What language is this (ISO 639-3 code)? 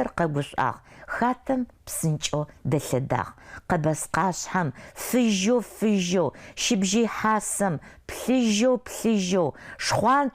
ady